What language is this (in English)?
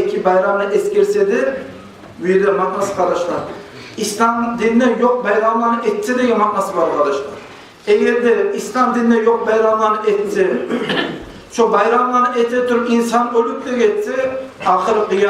Kumyk